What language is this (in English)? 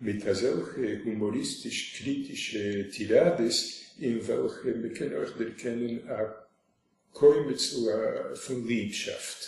Yiddish